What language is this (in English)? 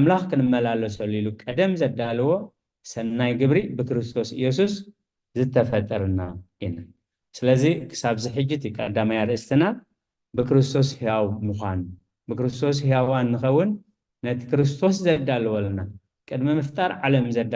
Tigrinya